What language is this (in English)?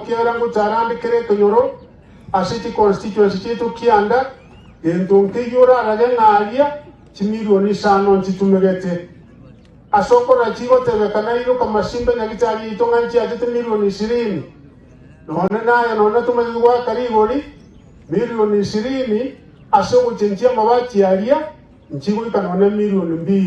Gusii